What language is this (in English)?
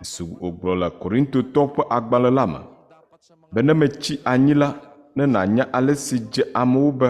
Ewe